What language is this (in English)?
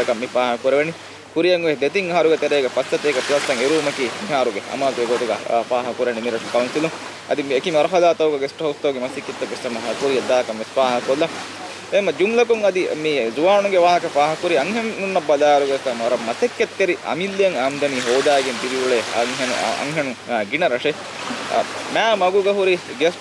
Divehi